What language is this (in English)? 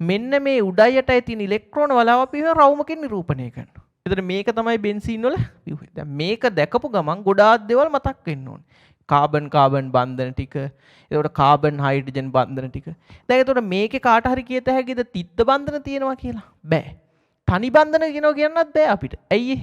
Sinhala